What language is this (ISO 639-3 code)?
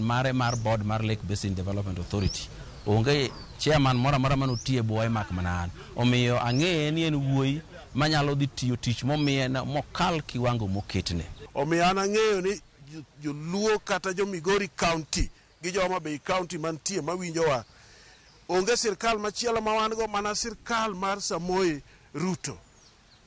luo